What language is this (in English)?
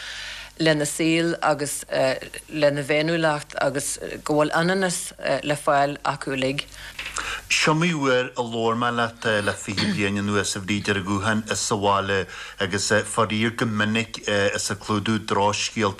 Irish